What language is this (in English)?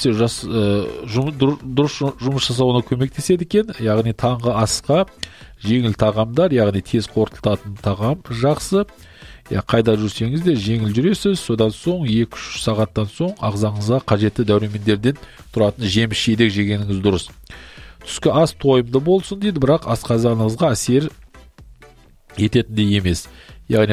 Kazakh